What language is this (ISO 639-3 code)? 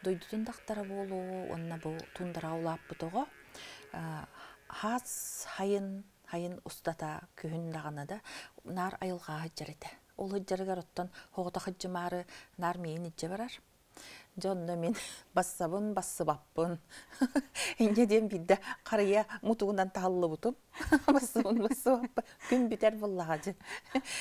sah